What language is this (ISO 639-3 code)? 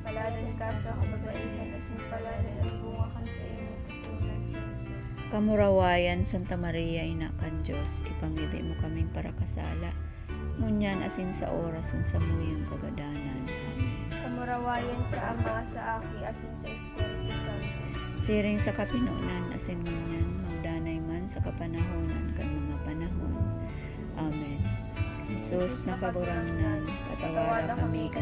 bik